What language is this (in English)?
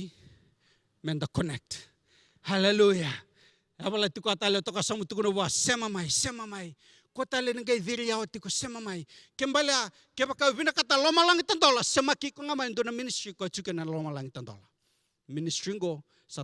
Fijian